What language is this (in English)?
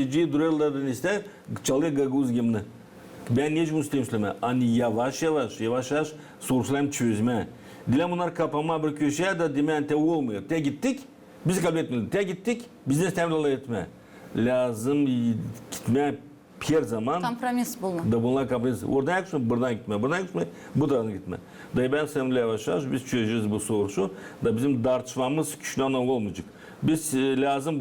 Gagauz